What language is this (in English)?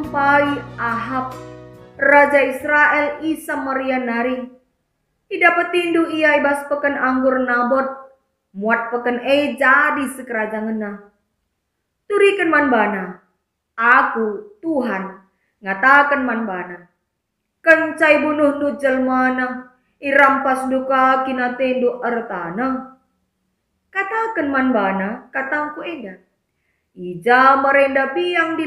Batak Karo